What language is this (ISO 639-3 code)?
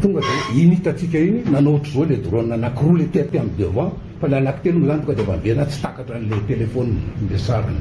mlg